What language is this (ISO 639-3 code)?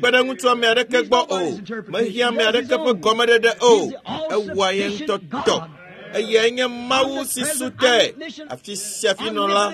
ewe